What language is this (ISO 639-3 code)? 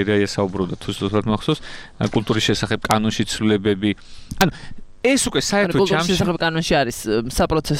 kat